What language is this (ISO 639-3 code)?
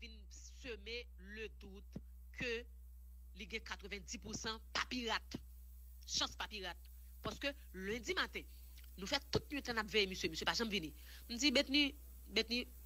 hat